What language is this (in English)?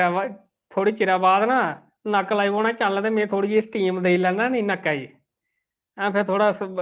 Dogri